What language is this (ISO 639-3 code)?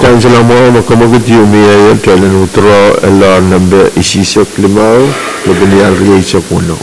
pon